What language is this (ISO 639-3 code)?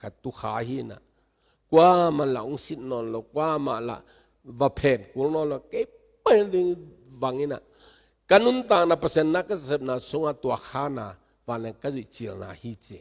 ctd